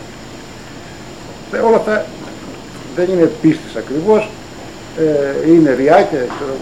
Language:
Greek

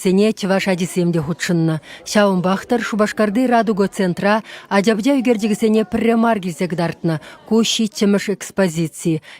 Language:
Chuvash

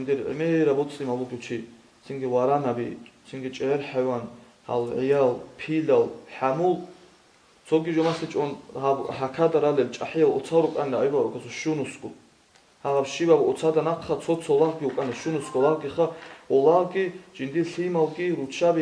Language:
Avaric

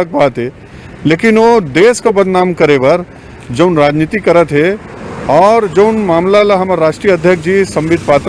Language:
Chhattisgarhi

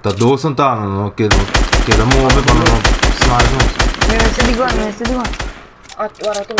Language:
Papiamento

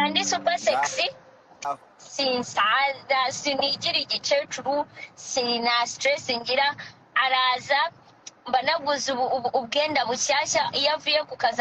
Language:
Kinyarwanda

